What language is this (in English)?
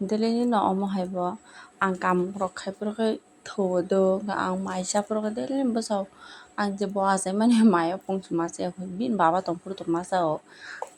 Kok Borok